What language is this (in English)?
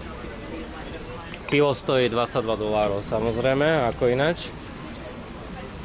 Slovak